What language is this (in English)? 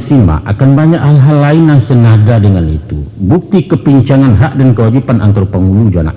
Minangkabau